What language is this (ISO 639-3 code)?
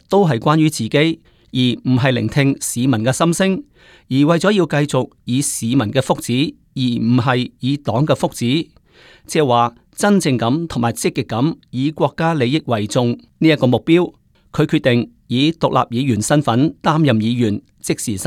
yue